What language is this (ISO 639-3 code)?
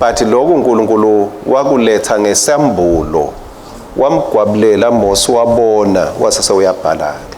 ssw